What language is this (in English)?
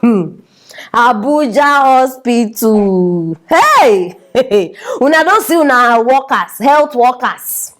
Nigerian Pidgin